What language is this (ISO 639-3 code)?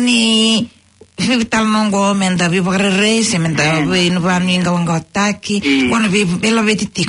fij